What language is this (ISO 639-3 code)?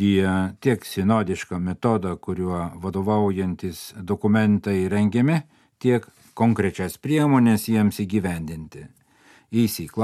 lit